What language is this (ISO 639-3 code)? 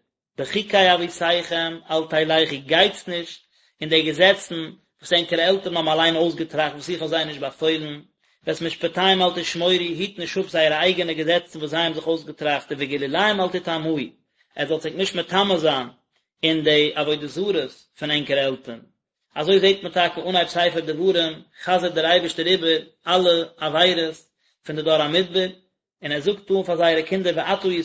yid